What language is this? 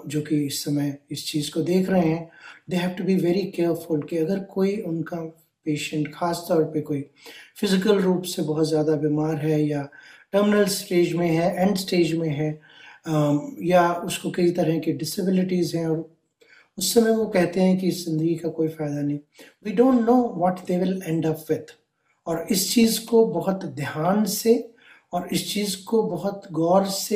Hindi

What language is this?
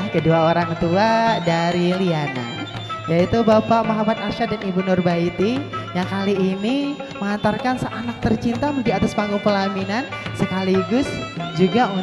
Banjar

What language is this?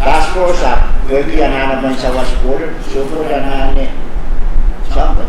Pohnpeian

